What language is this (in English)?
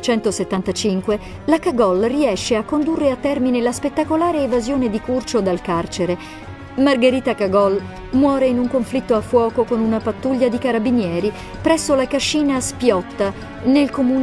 Italian